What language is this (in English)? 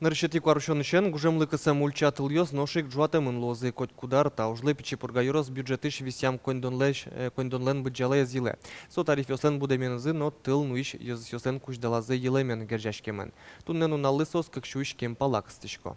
Udmurt